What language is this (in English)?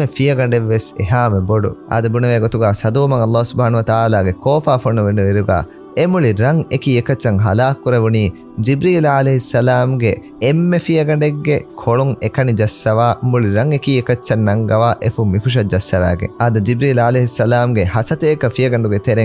Divehi